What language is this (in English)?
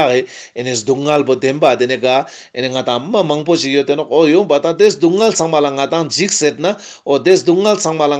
Ladakhi